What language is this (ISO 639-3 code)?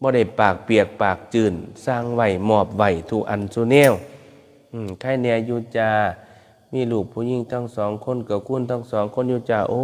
tts